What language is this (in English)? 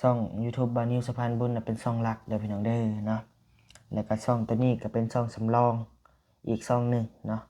Lao